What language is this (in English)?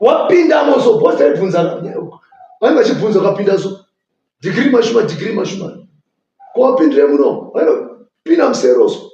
Shona